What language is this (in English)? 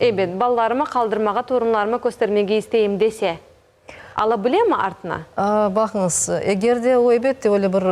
Crimean Tatar